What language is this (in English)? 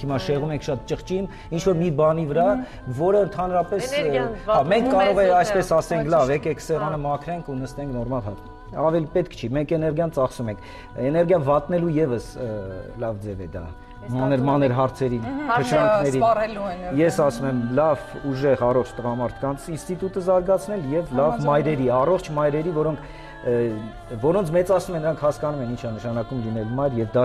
Armenian